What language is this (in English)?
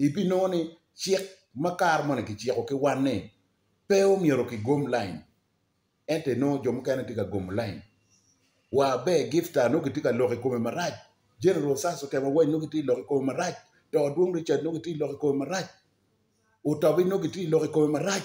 Acoli